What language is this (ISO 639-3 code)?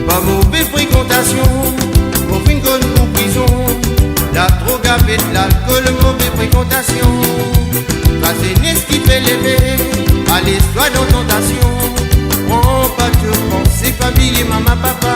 mfe